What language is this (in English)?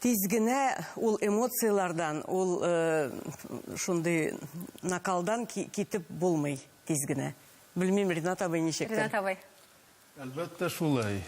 Tatar